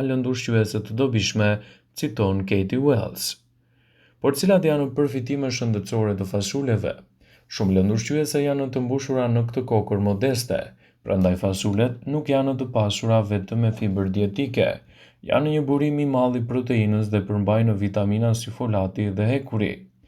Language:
Albanian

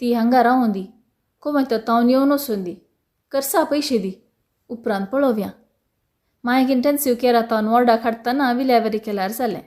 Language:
Konkani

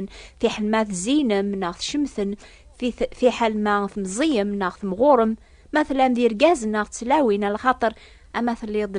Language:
Kabyle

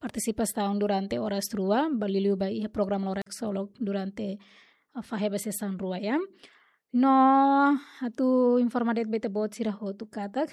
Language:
Tetum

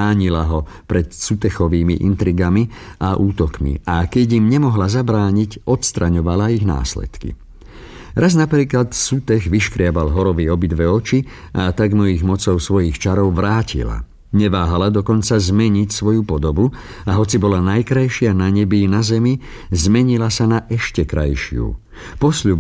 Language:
Slovak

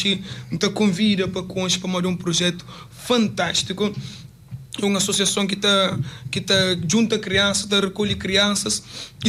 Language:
Kabuverdianu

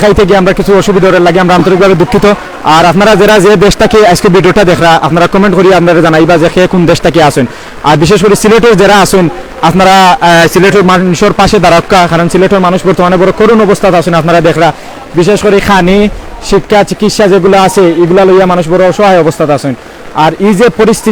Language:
Sylheti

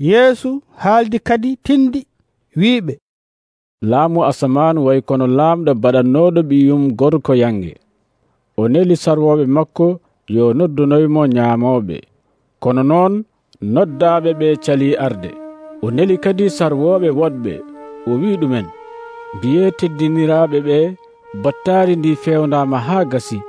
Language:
Nigerian Fulfulde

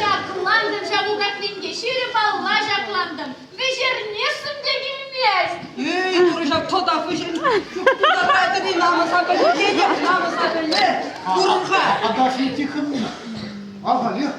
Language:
Chuvash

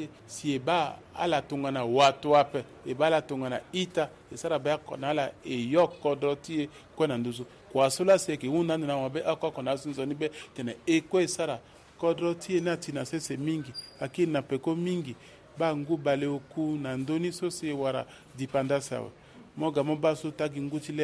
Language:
Sango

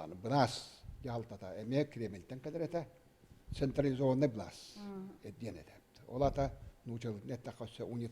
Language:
Yakut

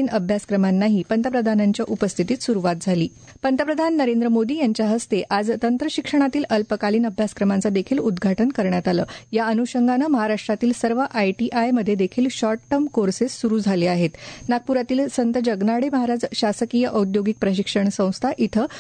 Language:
Marathi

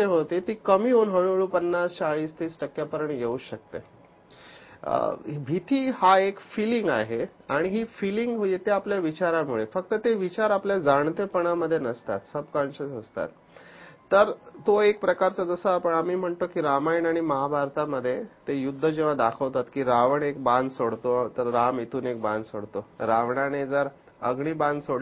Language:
Marathi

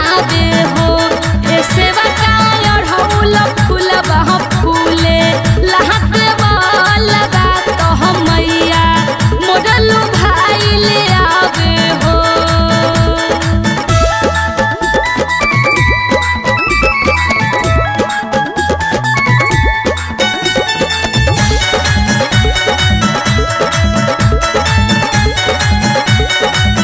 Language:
Bhojpuri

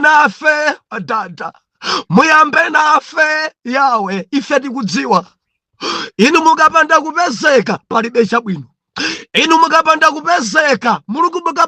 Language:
Nyanja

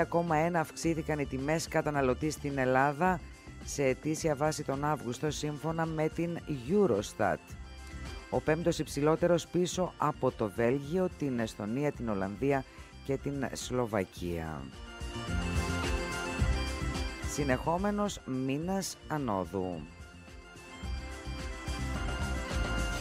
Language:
Greek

